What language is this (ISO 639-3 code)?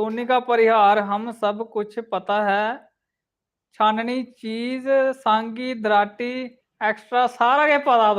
doi